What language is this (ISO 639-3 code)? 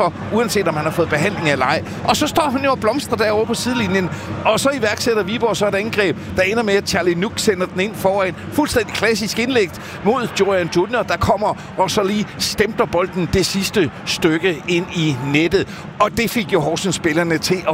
dan